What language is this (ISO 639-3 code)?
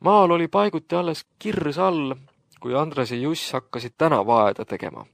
est